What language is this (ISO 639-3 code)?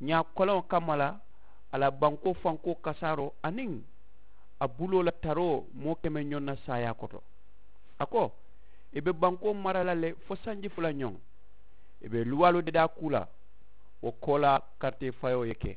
man